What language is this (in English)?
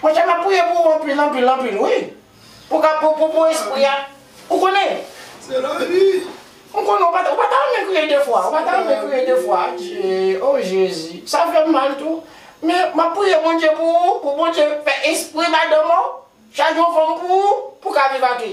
Haitian Creole